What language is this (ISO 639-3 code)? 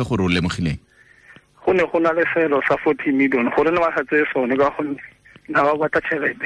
tsn